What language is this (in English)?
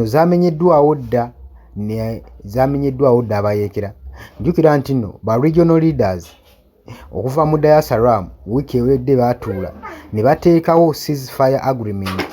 Ganda